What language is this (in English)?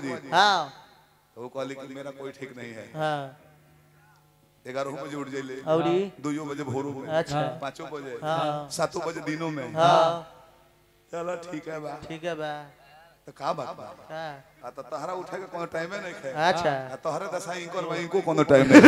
Bhojpuri